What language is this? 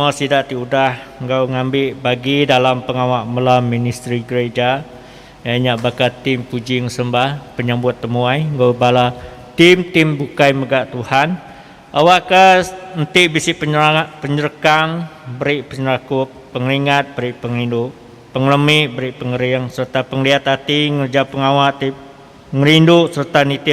Iban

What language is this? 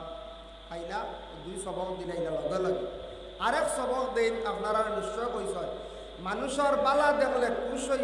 Sylheti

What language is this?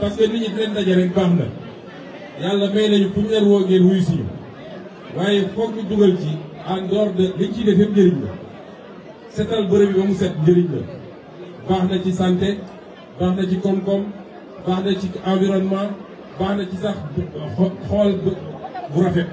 Wolof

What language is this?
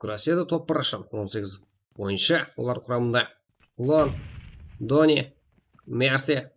Kara-Kalpak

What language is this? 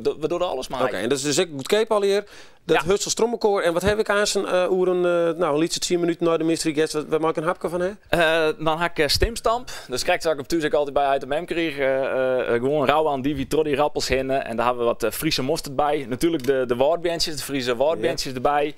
Western Frisian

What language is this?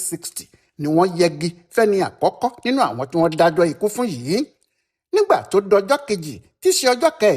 Yoruba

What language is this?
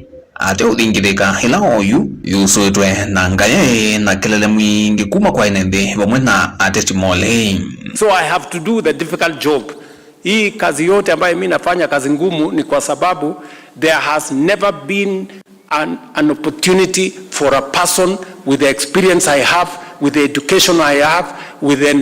Kamba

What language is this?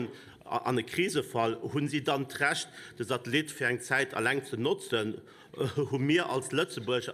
Luxembourgish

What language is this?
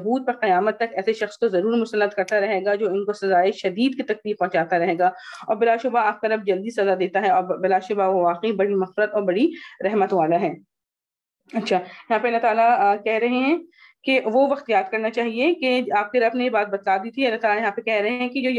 Urdu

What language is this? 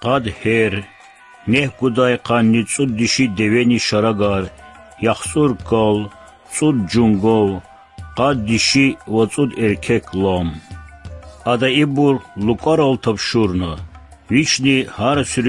Lezghian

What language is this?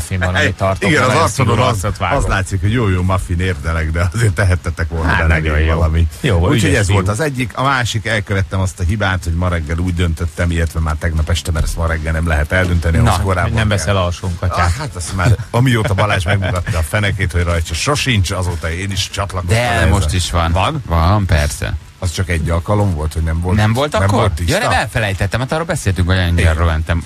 Hungarian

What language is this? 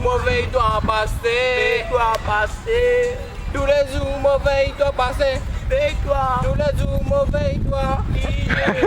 Morisyen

